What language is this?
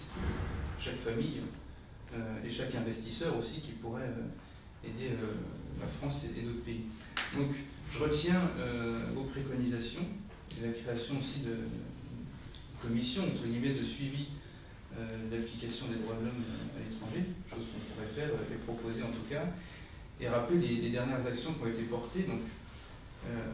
French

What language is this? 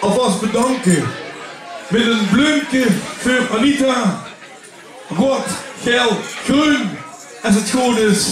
Limburgish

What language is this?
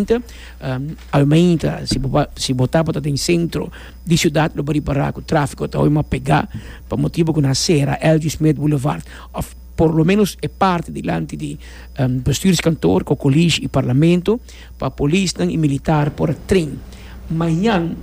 Papiamento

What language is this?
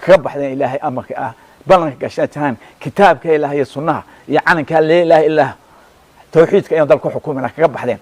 Somali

